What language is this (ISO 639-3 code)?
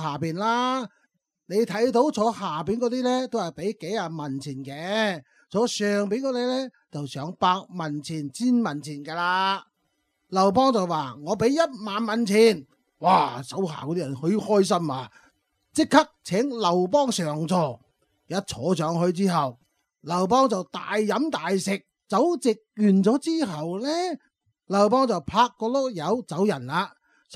yue